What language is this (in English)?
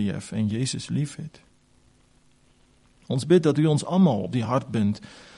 Afrikaans